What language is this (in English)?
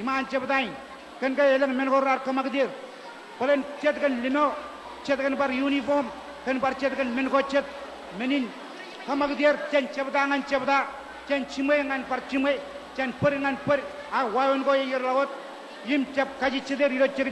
Marshallese